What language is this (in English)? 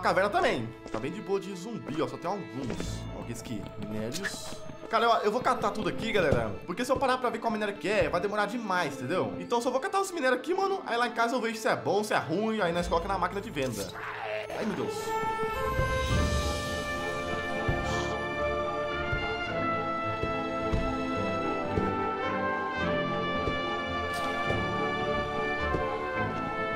Portuguese